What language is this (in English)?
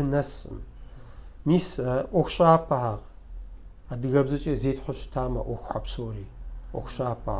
Kabardian